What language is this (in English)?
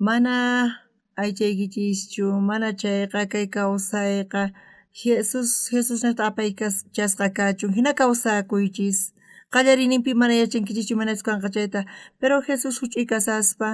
South Bolivian Quechua